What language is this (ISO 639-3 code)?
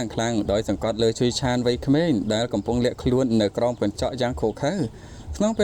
khm